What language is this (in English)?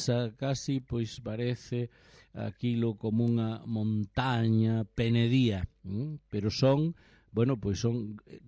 Galician